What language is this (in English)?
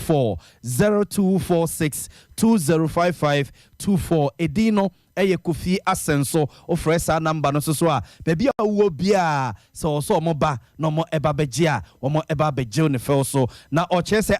Akan